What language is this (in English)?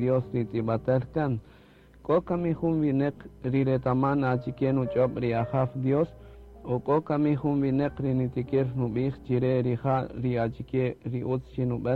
Kaqchikel